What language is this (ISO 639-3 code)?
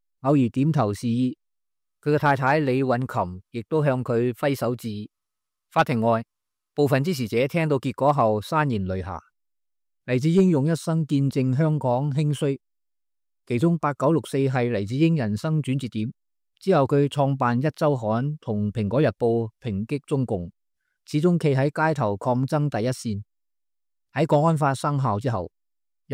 yue